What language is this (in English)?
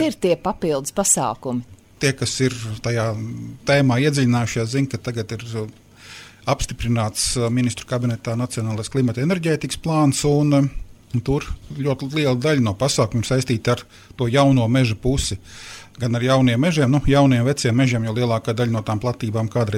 Latvian